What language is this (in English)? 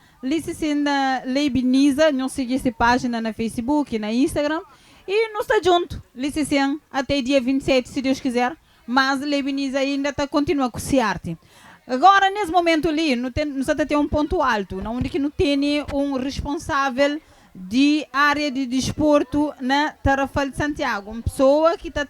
Kabuverdianu